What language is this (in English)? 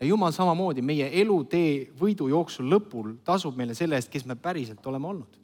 Estonian